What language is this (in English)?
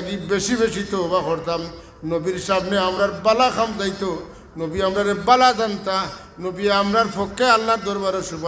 Sylheti